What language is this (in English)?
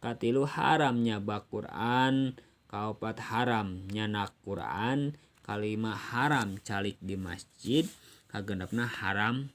Sundanese